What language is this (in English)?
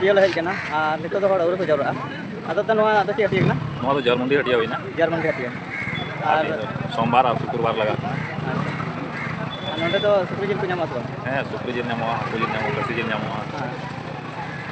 Santali